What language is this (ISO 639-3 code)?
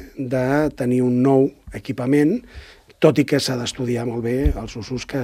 cat